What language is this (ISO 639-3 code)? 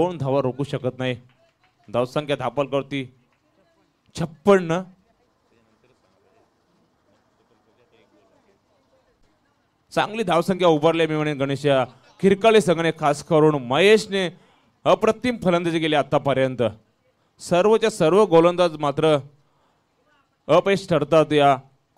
mar